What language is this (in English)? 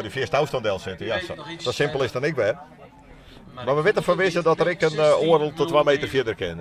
Western Frisian